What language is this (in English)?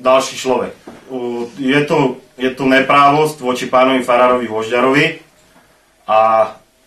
Slovak